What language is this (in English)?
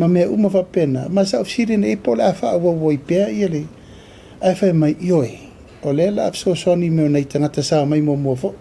Samoan